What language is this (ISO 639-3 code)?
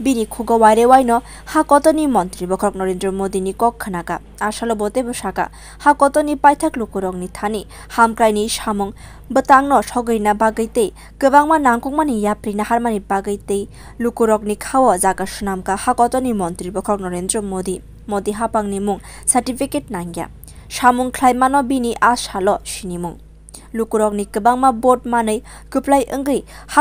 trp